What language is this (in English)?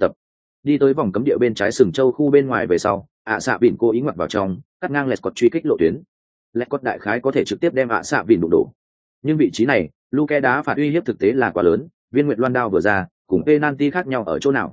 Vietnamese